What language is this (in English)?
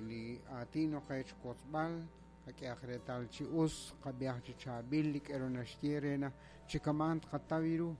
Kekchí